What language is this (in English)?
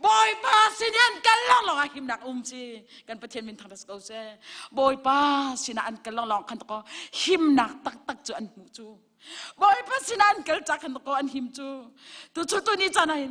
Hakha Chin